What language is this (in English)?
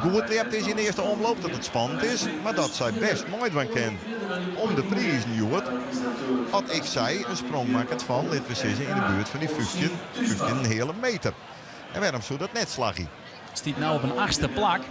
Western Frisian